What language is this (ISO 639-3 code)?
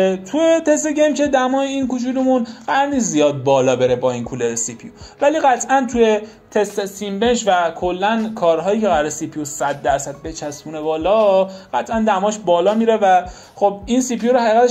fas